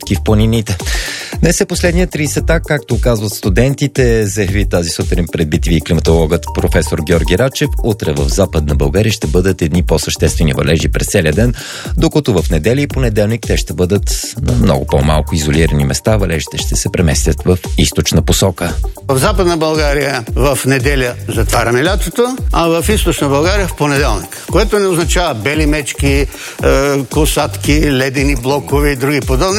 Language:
Bulgarian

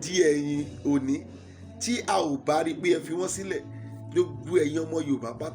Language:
Yoruba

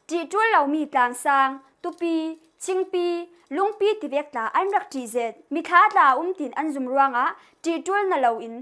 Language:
Falam Chin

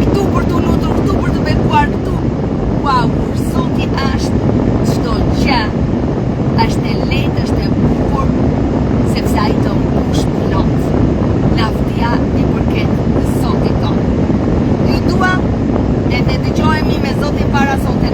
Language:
Albanian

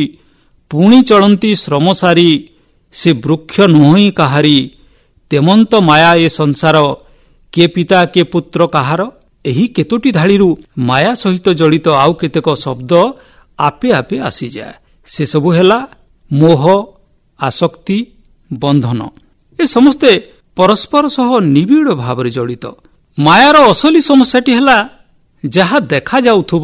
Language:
Odia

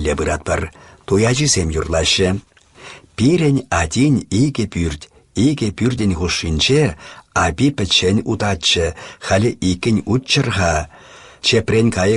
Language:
Chuvash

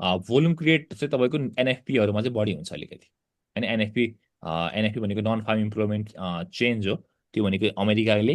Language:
Nepali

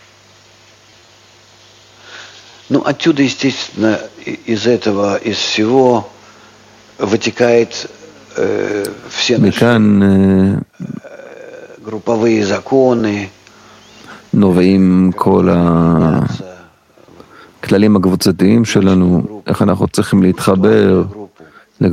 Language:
Hebrew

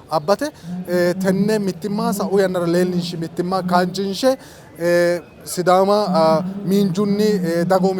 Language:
Sidamo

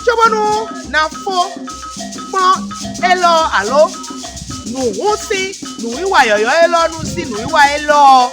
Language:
Fon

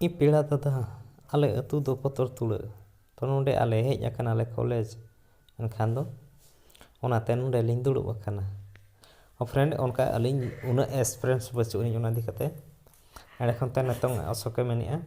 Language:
Santali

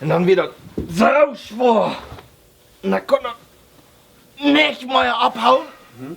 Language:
Plautdietsch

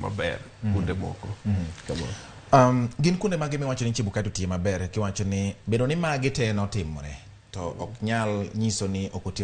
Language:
Luo (Kenya and Tanzania)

